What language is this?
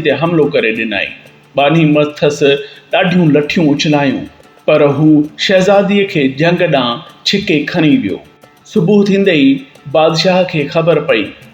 Sindhi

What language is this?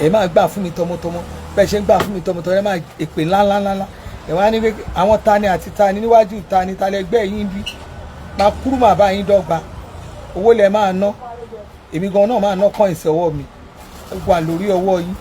Yoruba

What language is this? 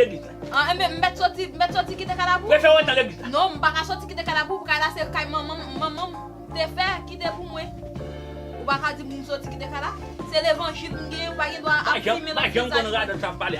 Haitian Creole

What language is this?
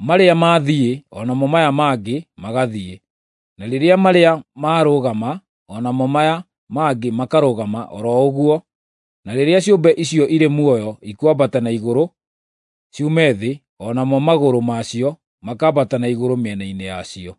Kikuyu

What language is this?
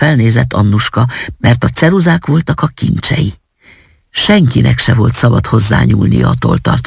Hungarian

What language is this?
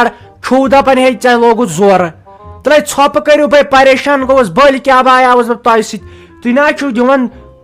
Kashmiri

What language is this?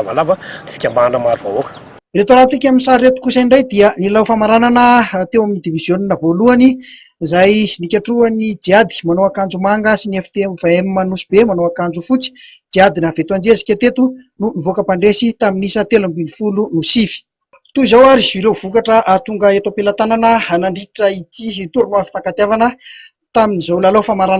Malagasy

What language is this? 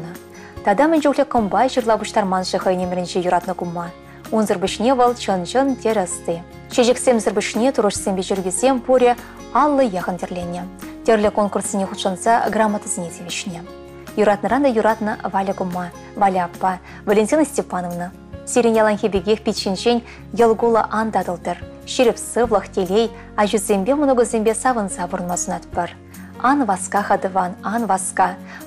Chuvash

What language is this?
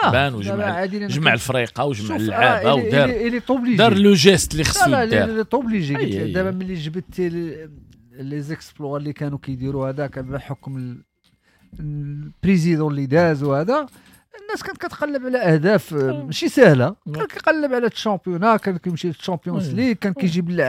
Moroccan Arabic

